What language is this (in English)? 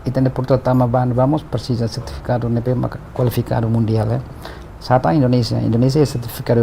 Tetum